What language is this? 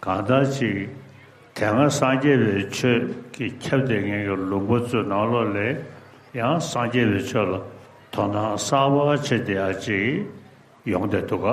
Tibetan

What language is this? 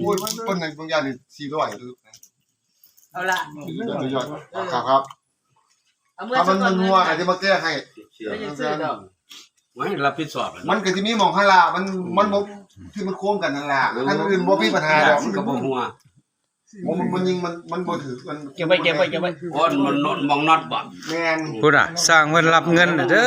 Lao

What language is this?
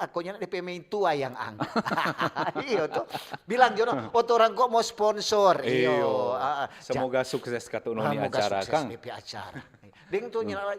Manado Malay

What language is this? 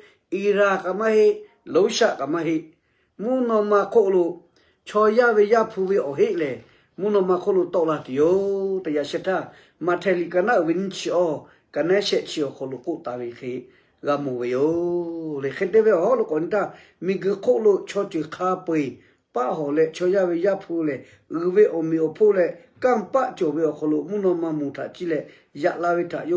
Lahu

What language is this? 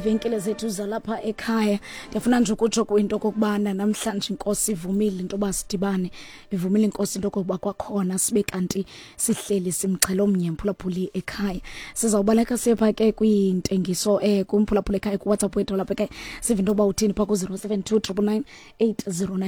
Xhosa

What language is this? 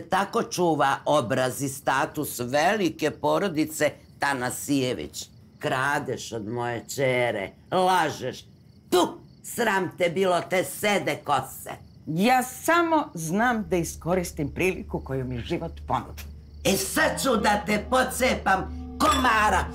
Serbian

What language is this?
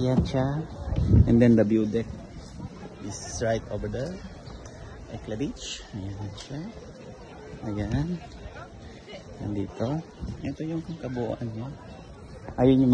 Filipino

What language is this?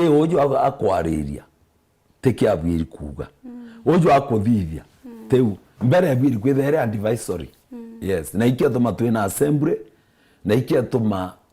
Meru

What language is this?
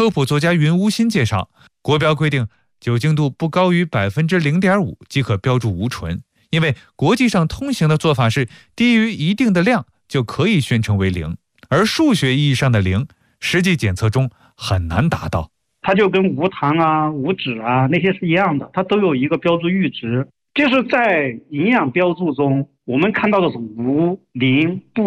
Chinese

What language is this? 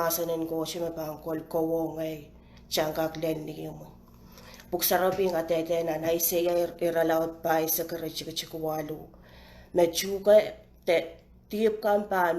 Pohnpeian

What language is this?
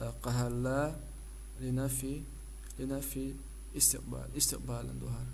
Chechen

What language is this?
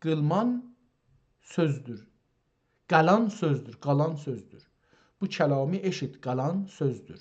South Azerbaijani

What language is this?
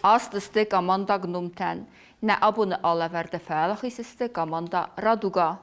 Ossetic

